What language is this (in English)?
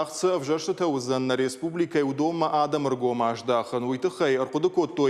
Ossetic